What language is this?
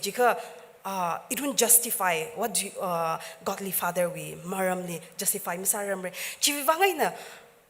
Tangkhul Naga (India)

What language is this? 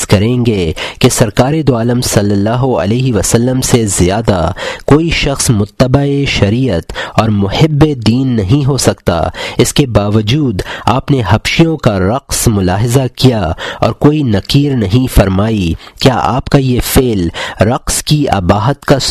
Urdu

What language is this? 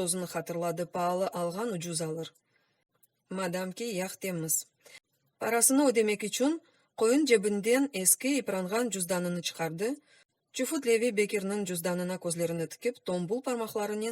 Crimean Tatar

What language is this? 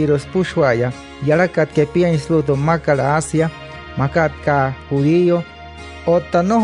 Wayuu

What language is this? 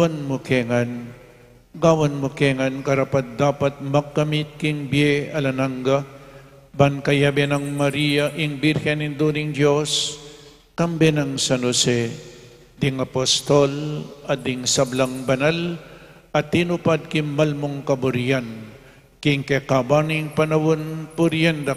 Pampanga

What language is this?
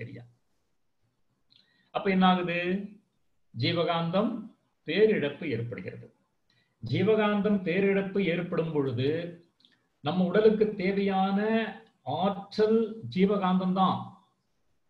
Tamil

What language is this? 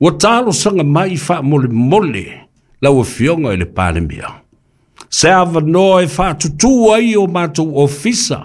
Samoan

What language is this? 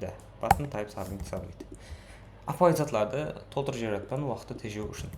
Kara-Kalpak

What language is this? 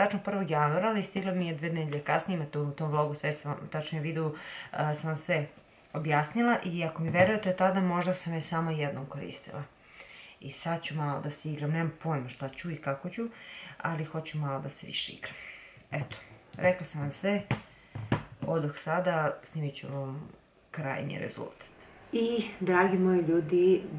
Serbian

